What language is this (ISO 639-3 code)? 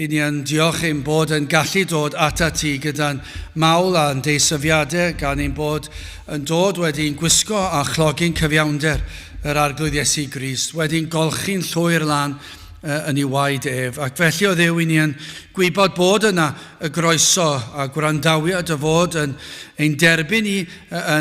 cym